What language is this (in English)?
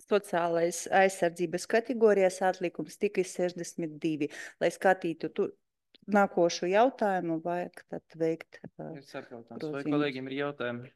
Latvian